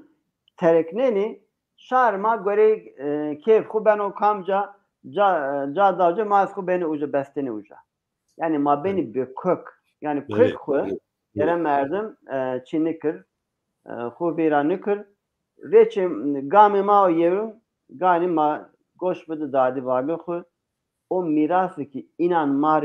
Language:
Zaza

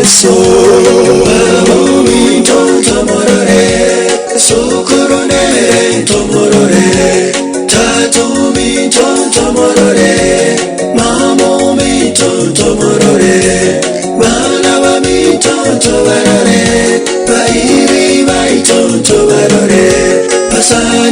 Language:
Gusii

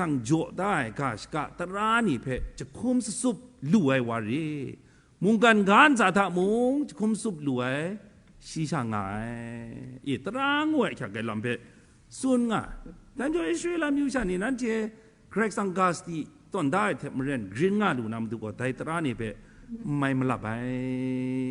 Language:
Kachin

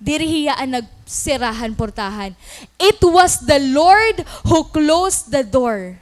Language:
Waray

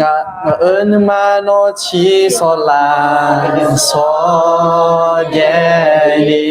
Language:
Akha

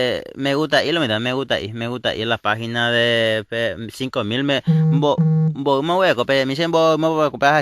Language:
Guarani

